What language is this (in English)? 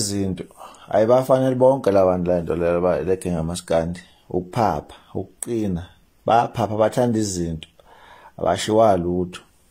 Zulu